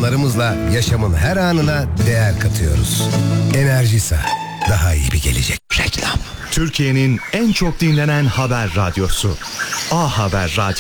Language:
Turkish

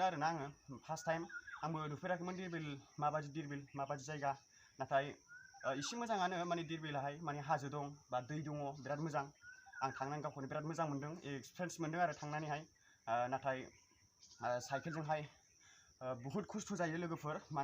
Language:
Bodo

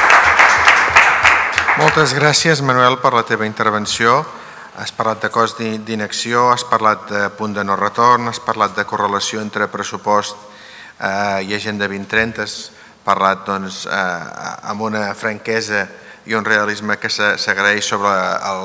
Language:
Catalan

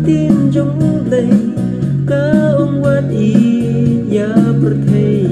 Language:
Khasi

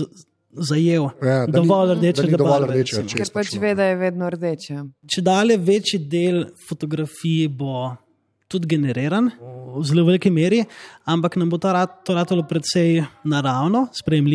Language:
Slovenian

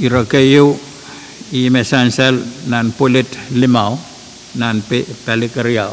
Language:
Pohnpeian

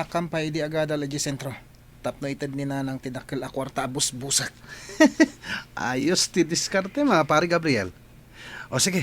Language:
Iloko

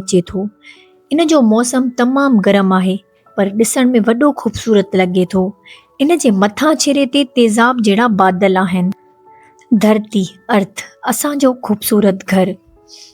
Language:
Sindhi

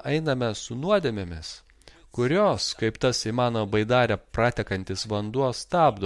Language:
Lithuanian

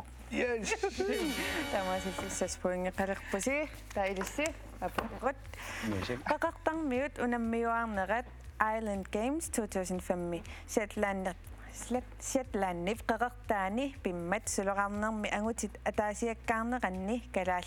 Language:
Kalaallisut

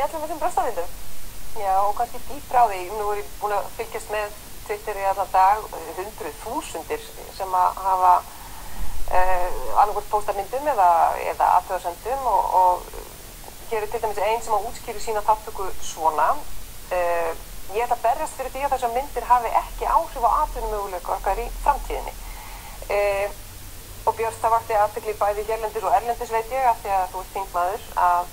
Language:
Icelandic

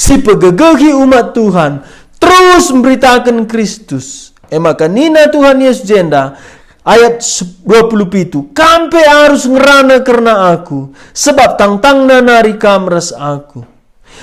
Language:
Batak Karo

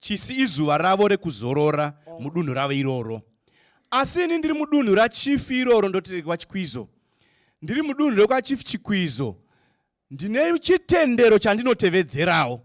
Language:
Shona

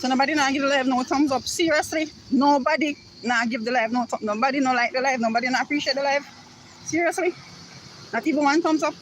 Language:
Jamaican Creole English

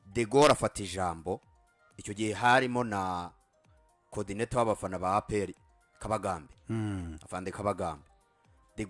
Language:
Kinyarwanda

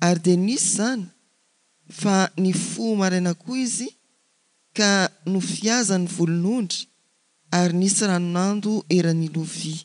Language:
Malagasy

